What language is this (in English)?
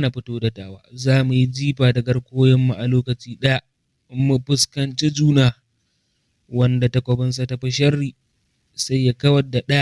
Hausa